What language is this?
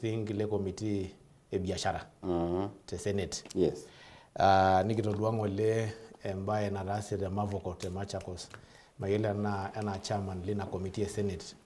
Masai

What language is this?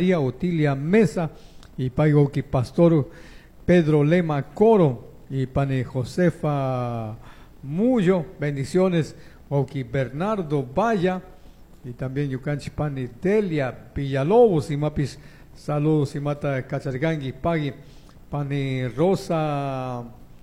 Chimborazo Highland Quichua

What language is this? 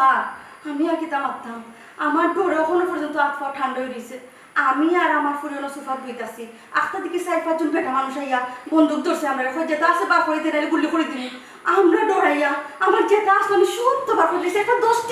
Sylheti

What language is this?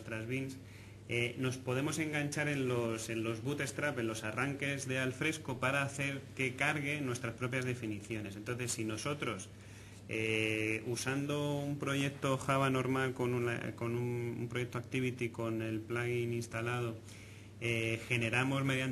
Spanish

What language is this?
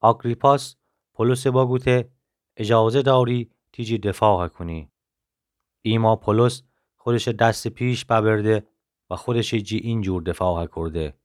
Gilaki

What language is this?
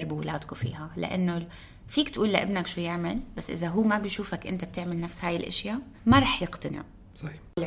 North Levantine Arabic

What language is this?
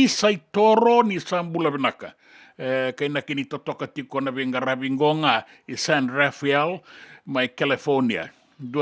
Fijian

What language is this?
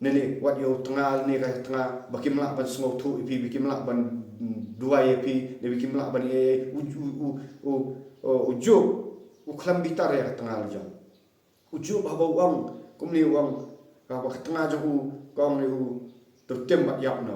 Khasi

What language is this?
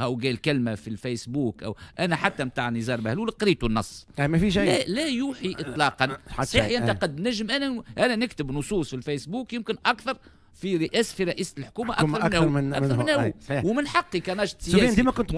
Tunisian Arabic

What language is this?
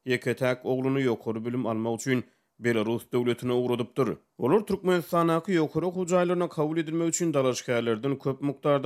Turkmen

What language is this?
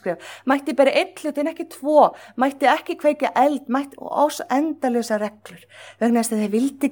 Icelandic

